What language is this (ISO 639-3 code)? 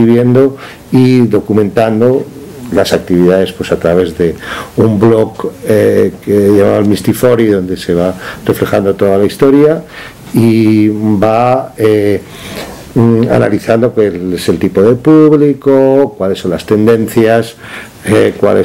spa